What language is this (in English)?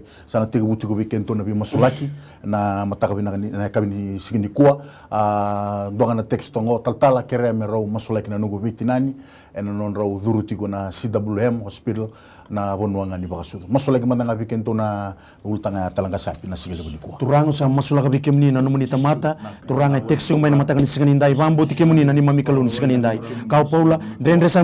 Fijian